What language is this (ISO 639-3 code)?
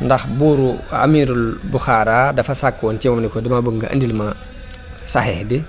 wol